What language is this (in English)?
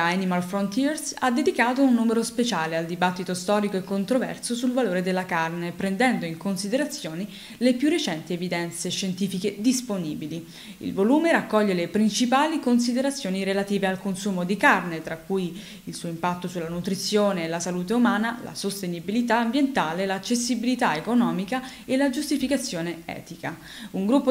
Italian